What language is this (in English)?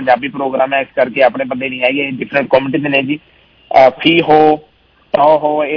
Punjabi